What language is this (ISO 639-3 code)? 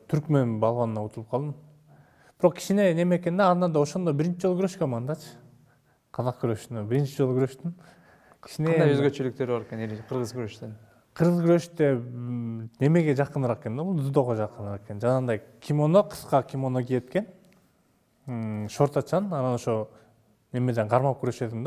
kir